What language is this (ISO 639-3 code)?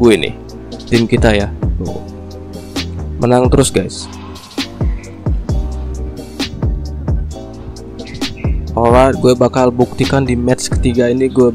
ind